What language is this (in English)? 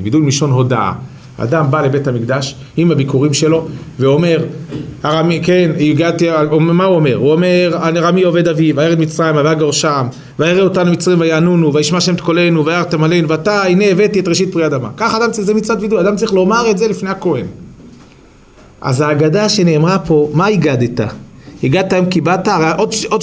Hebrew